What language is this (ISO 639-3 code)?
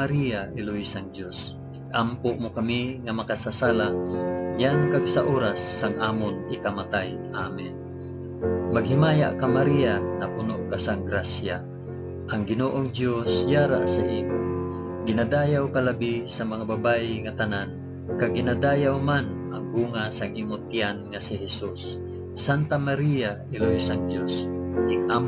hil